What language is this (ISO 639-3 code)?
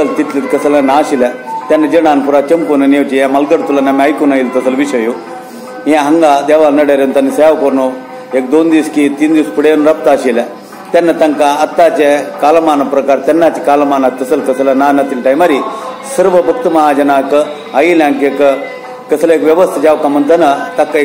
kok